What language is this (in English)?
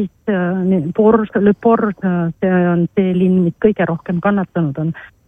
Estonian